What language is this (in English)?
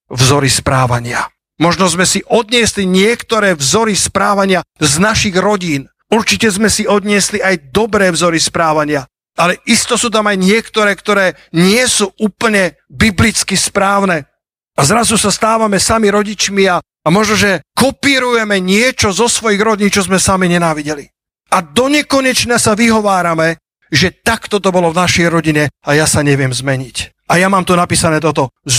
Slovak